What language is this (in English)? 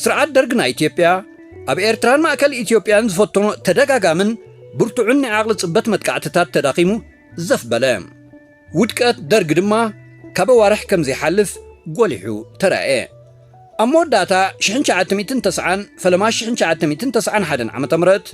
Tigrinya